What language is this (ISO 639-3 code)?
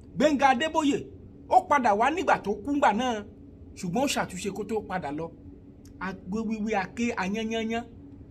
yor